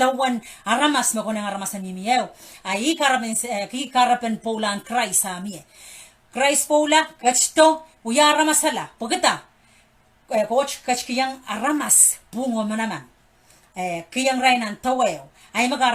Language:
Pohnpeian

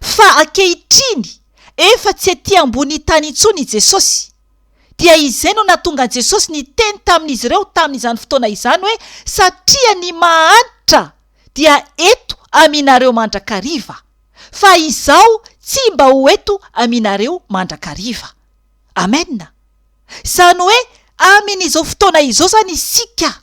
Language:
Malagasy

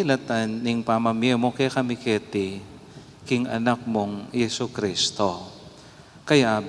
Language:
Pampanga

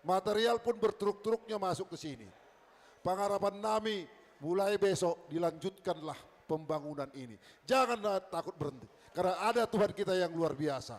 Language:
Batak Simalungun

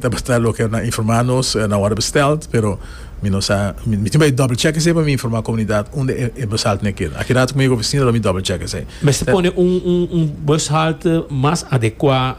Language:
Portuguese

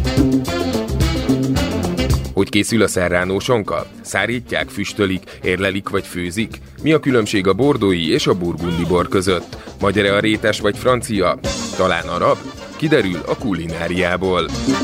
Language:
Hungarian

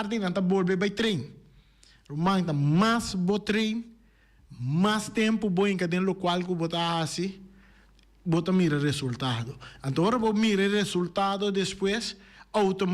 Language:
Papiamento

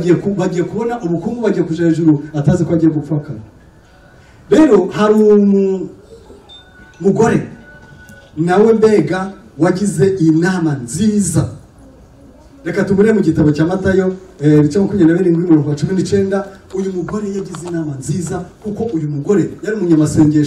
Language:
Kinyarwanda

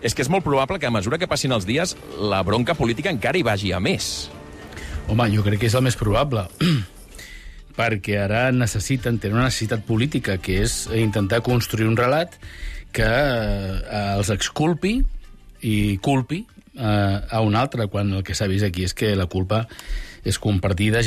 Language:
Catalan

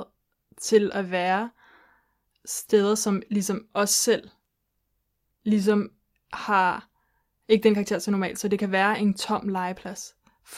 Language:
Danish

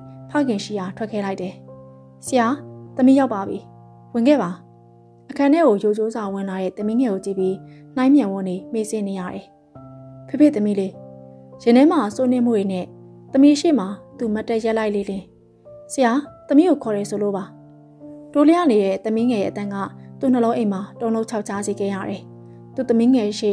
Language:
Burmese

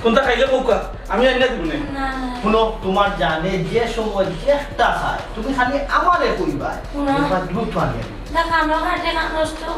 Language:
Sylheti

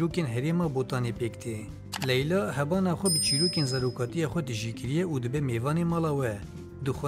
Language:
Kurdish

